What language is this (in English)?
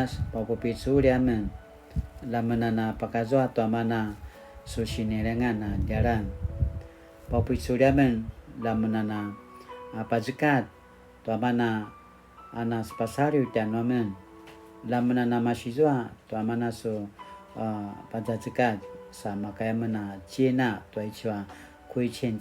Paiwan